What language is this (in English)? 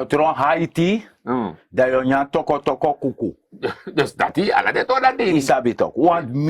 Sranan Tongo